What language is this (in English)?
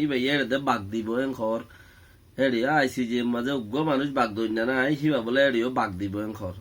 Rohingya